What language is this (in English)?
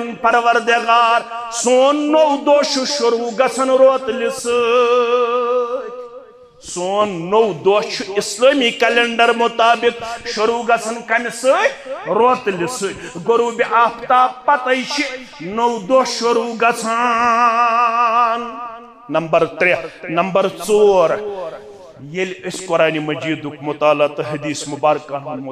Kashmiri